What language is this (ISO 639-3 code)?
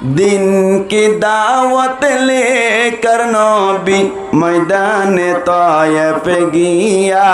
rhg